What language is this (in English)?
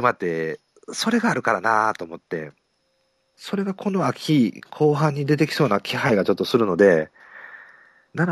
Japanese